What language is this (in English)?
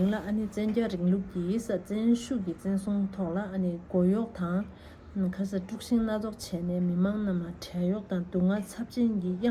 Tibetan